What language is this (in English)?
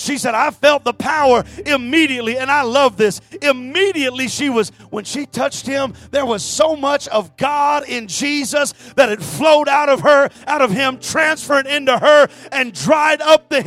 English